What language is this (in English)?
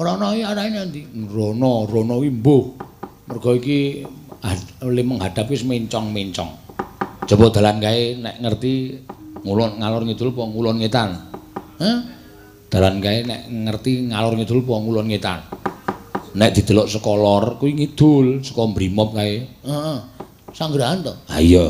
Javanese